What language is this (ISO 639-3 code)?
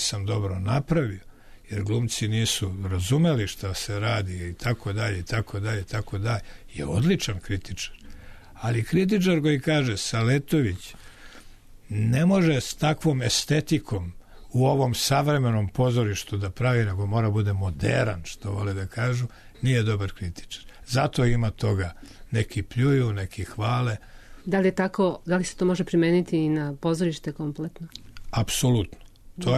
srp